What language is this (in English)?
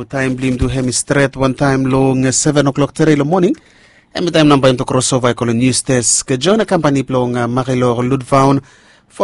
Bislama